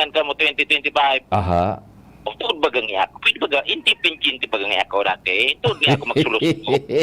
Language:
Bikol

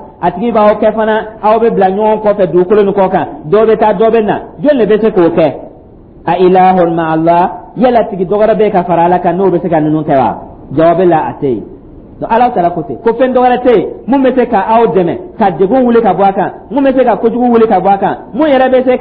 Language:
Dyula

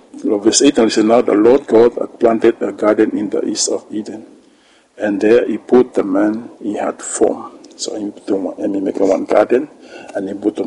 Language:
Bislama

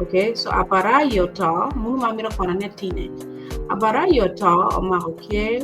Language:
Acoli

